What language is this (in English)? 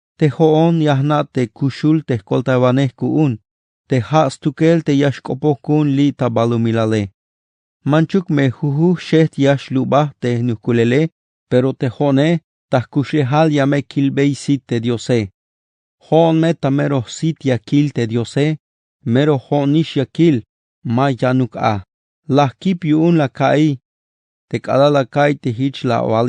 Tzeltal